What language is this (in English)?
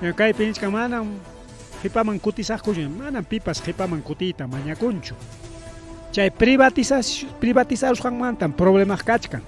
Ayacucho Quechua